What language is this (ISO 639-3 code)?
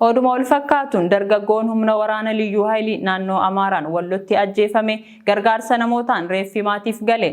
orm